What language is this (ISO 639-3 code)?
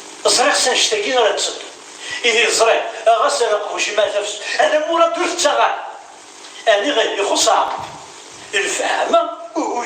kab